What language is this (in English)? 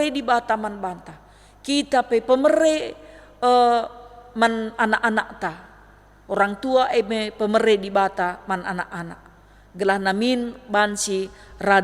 Batak Karo